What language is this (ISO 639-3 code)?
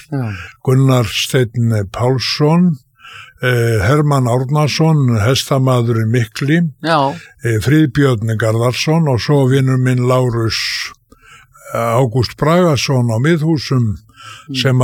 isl